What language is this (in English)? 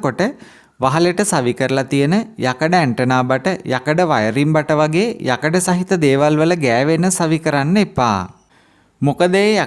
Sinhala